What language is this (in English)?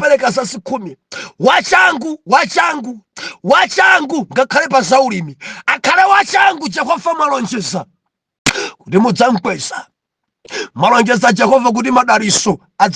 Nyanja